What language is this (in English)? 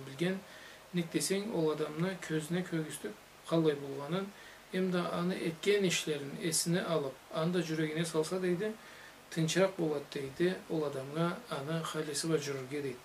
Karachay-Balkar